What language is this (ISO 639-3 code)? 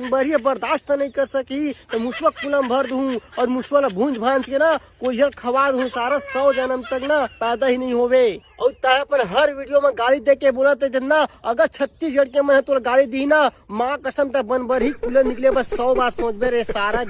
hne